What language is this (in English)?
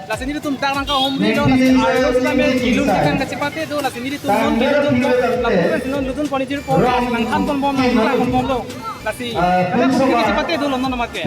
Karbi